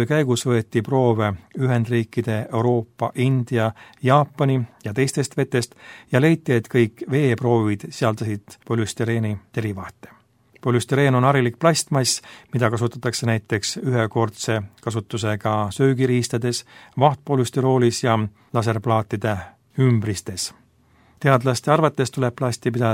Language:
Estonian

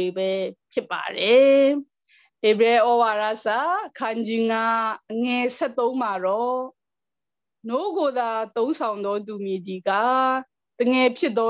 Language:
Burmese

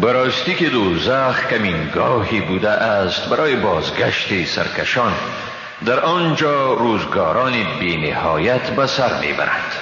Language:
Persian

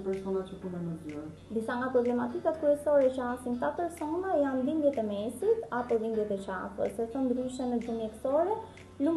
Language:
Albanian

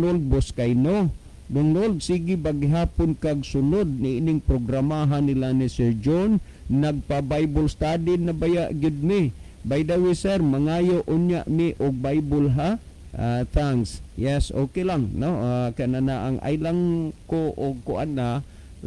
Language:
Cebuano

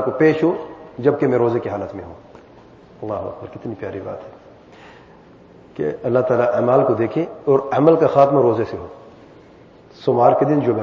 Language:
Urdu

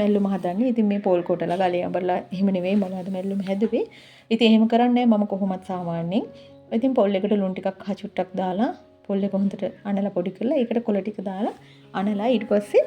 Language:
Sinhala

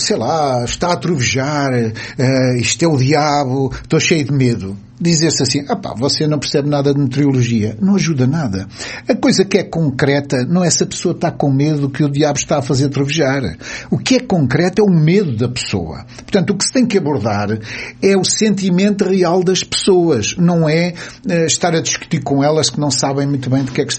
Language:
Portuguese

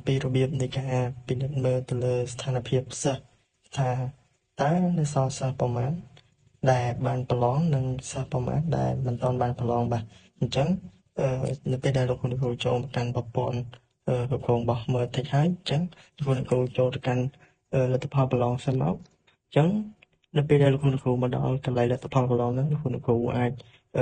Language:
Khmer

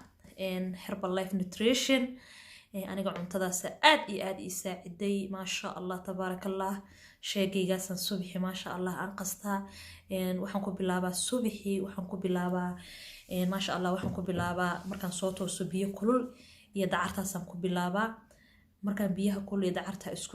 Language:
Somali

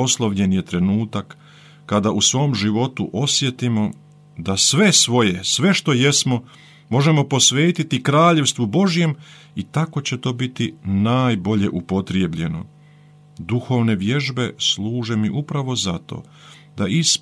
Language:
Croatian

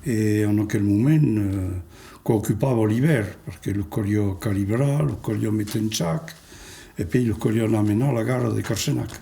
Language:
Occitan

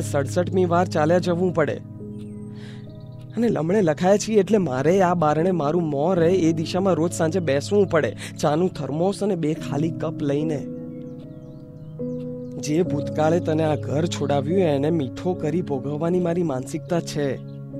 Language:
Gujarati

